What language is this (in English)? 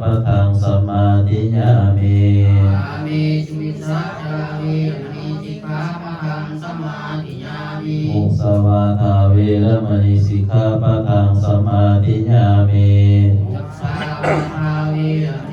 Pali